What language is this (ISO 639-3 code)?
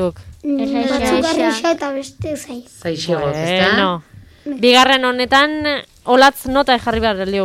eus